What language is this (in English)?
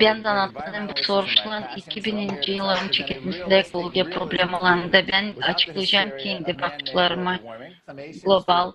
Gagauz